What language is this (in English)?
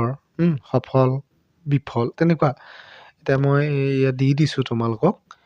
Assamese